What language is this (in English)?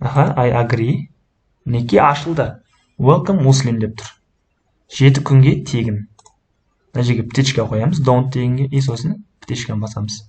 Kazakh